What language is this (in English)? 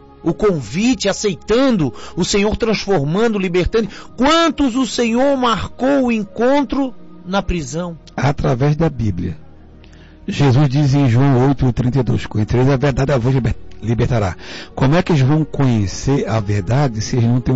Portuguese